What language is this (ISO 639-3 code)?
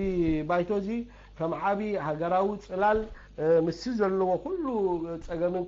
tir